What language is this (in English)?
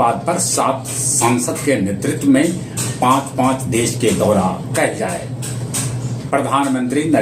Magahi